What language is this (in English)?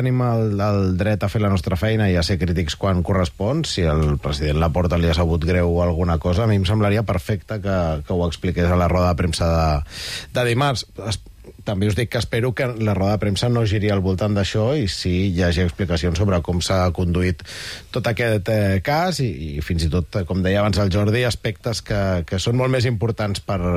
Catalan